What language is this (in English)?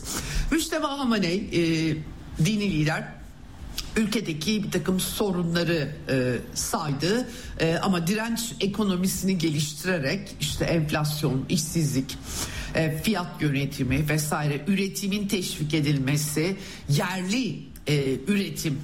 Turkish